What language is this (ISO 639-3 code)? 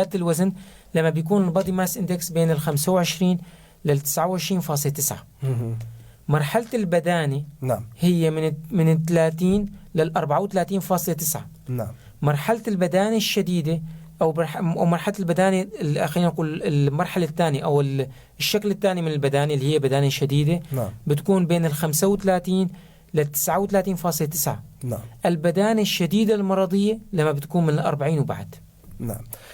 apc